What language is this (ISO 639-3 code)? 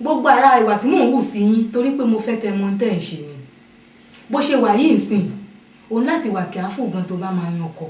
yor